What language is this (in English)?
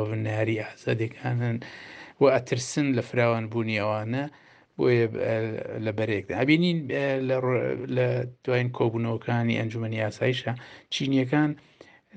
Central Kurdish